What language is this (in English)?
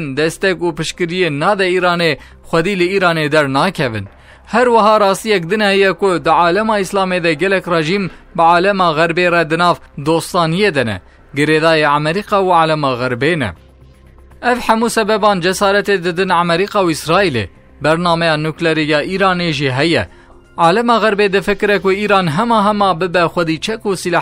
Kurdish